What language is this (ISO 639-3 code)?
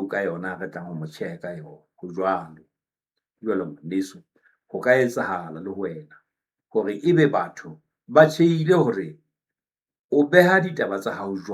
sot